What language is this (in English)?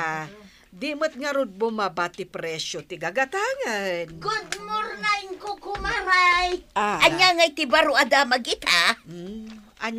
Iloko